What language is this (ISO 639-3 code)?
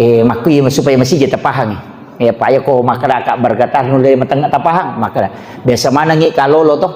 bug